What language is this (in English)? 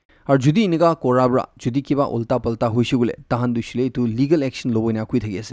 Naga Pidgin